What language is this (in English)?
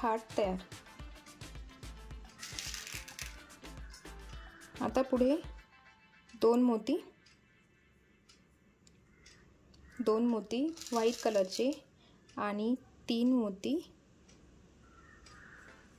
Marathi